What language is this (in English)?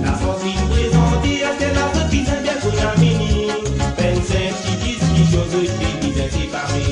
Morisyen